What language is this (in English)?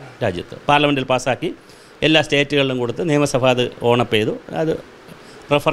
Malayalam